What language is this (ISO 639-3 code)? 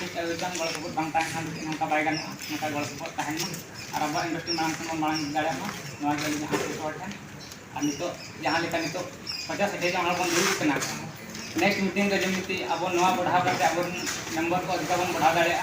sat